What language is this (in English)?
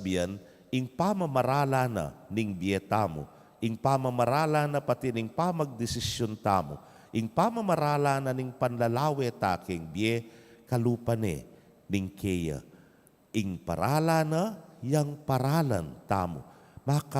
Pampanga